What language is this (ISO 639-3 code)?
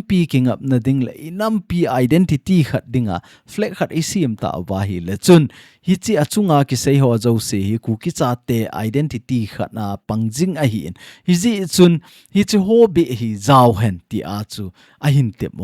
tcz